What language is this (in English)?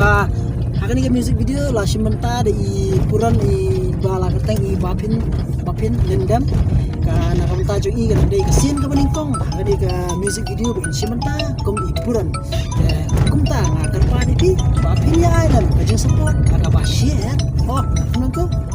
Khasi